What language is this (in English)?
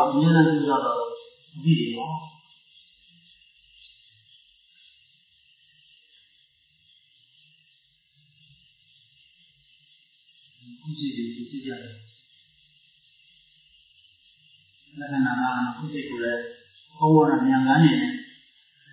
Burmese